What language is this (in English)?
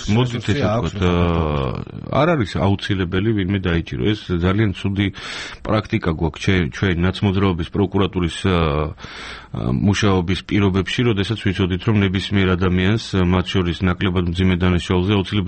Georgian